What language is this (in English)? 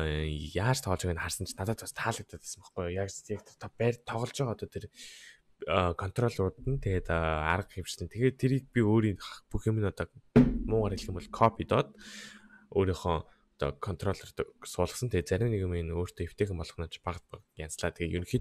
Mongolian